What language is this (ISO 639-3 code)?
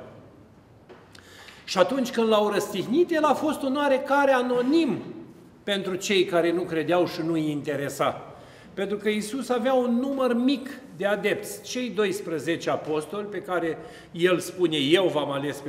ron